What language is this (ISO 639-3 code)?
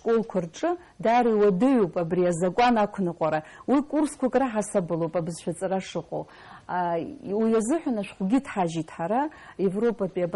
abk